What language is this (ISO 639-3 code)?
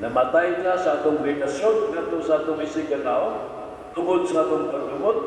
ceb